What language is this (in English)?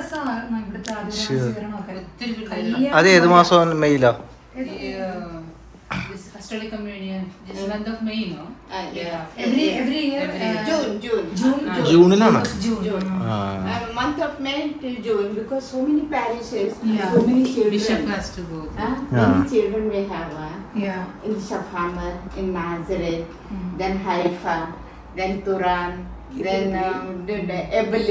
Malayalam